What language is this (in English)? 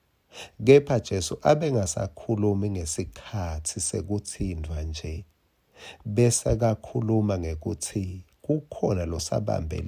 Swati